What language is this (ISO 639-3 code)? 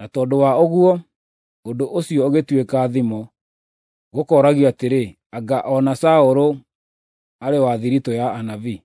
kik